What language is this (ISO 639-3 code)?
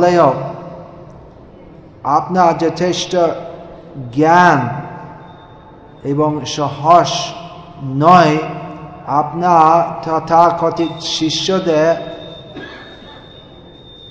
ben